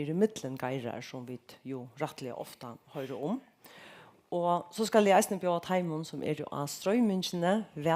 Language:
Faroese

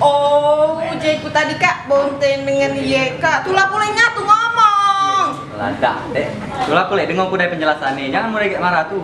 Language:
Musi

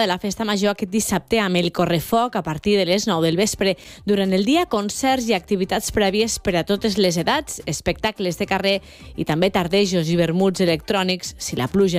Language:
Catalan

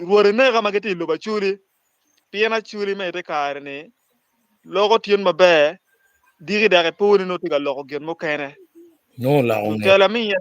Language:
Acoli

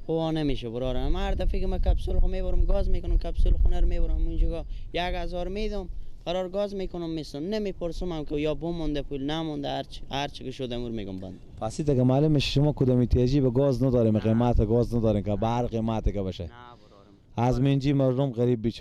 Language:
Persian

